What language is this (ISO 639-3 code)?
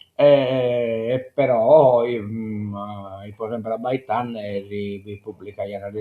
srd